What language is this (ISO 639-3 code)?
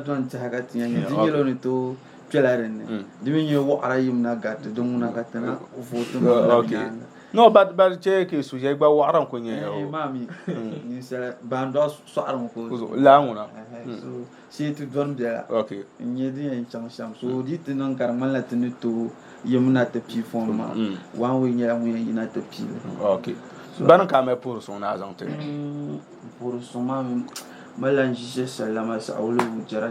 dag